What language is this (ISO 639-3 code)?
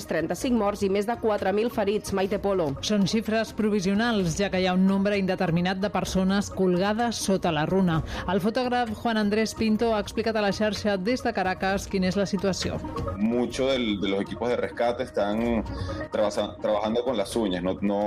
cat